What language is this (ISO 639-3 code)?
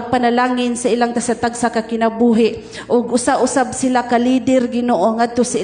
ceb